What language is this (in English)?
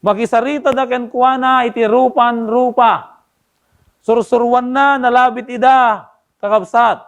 Iloko